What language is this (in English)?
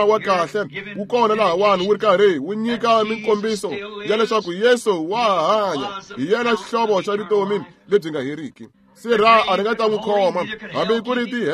Tsonga